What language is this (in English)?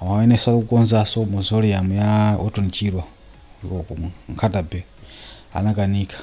Nyanja